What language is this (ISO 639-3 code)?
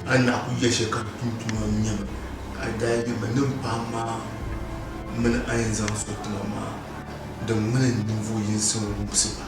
dag